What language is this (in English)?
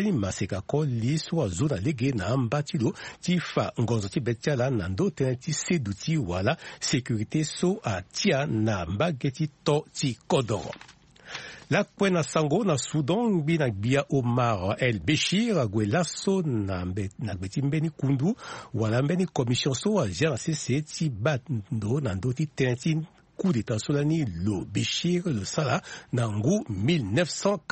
Sango